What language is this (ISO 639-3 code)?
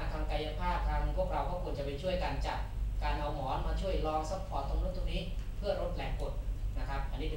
tha